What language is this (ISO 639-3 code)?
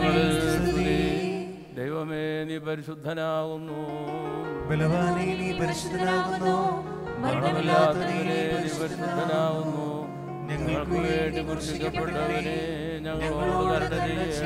mal